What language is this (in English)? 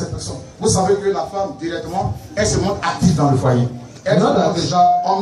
French